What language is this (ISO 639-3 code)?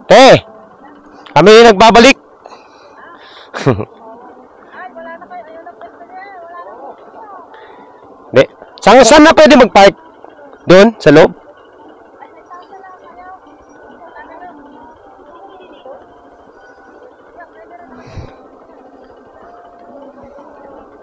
fil